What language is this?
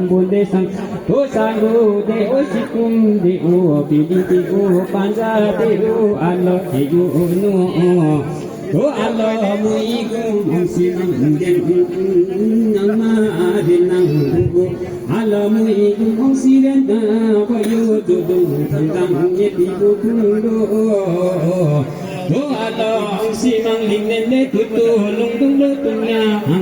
Limbu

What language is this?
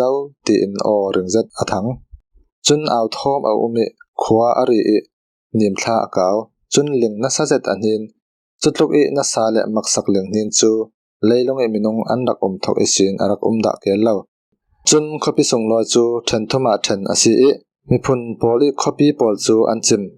Falam Chin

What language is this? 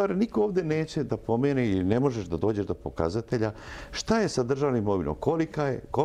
Serbian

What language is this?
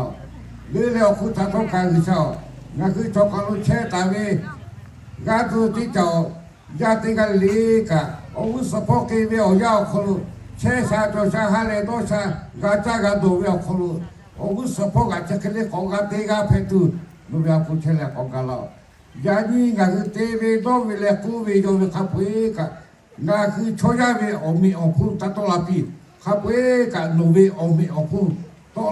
Lahu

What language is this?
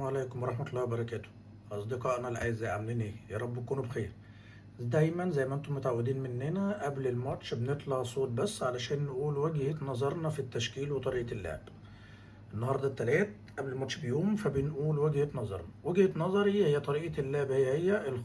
Egyptian Arabic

